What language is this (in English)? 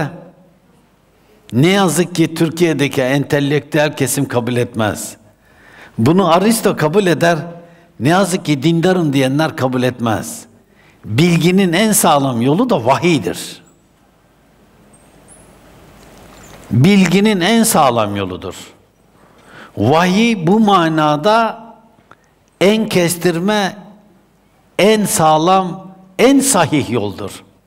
Turkish